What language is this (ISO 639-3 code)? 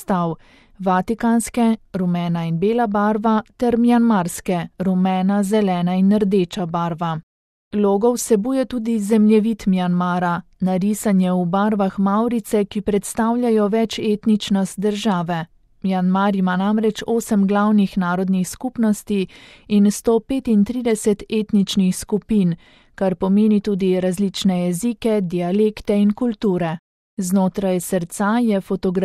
slv